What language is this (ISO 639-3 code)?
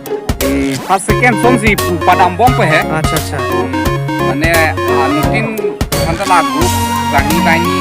mjw